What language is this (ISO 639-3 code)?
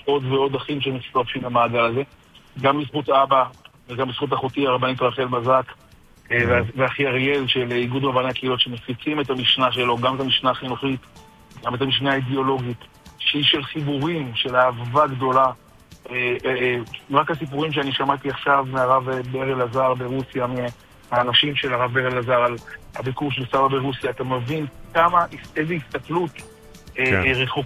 heb